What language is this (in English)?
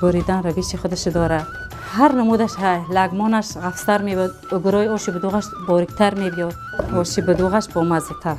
Tajik